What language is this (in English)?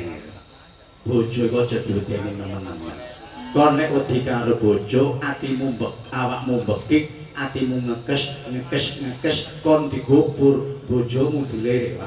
Javanese